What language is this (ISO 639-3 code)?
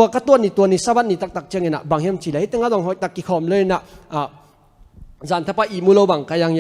ctd